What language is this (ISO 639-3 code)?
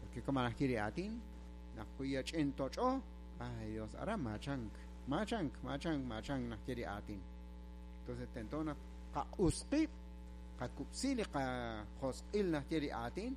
kek